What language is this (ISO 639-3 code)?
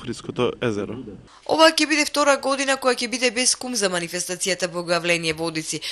mkd